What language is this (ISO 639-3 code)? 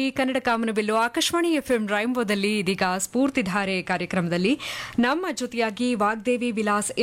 kan